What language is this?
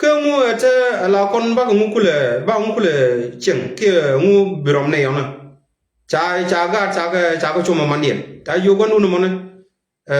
Nuer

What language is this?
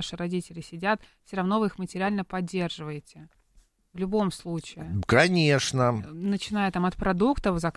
Russian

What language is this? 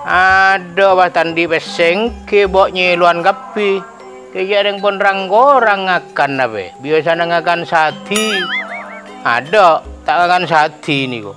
Madurese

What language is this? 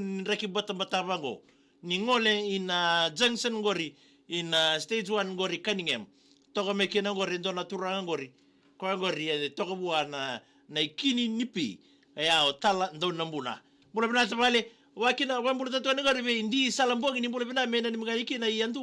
Fijian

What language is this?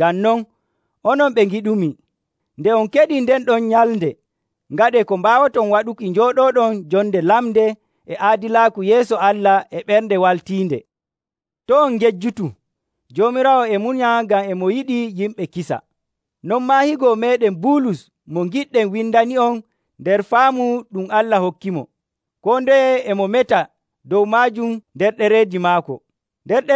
Nigerian Fulfulde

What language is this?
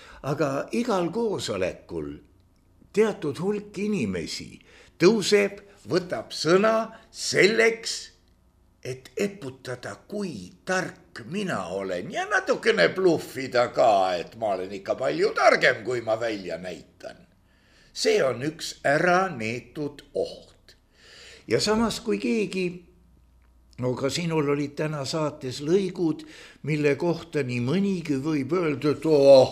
Estonian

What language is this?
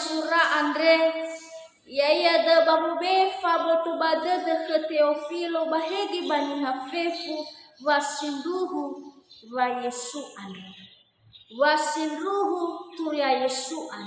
Nias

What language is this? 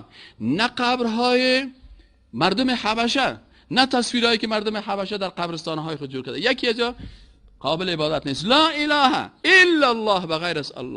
Persian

